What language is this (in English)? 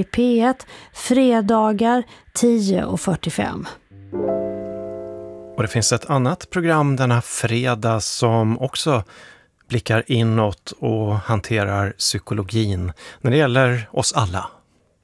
Swedish